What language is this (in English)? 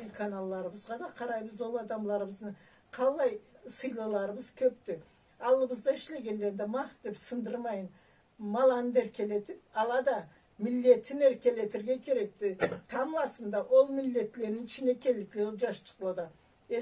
Karachay-Balkar